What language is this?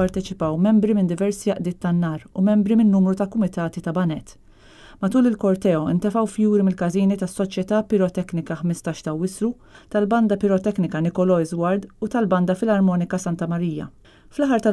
Maltese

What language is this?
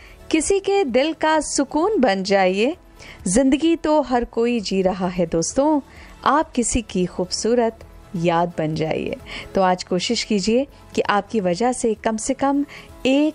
Hindi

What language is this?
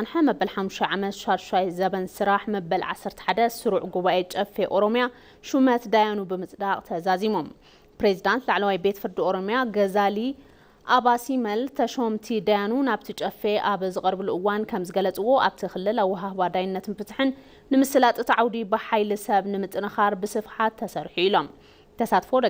Tigrinya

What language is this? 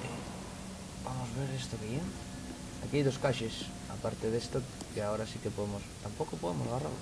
Asturian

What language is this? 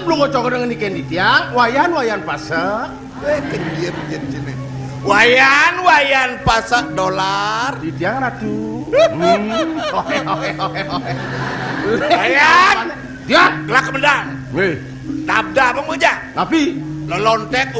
Balinese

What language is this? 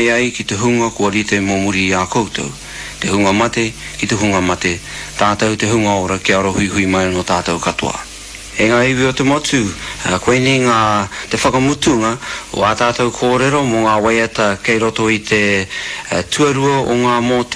Māori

